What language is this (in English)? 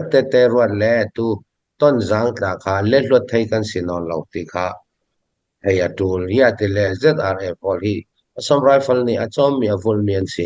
Falam Chin